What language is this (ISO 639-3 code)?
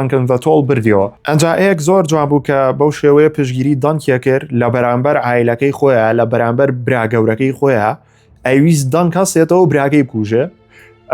ckb